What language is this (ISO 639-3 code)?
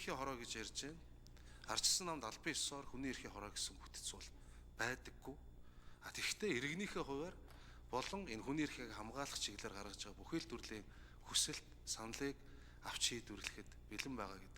mon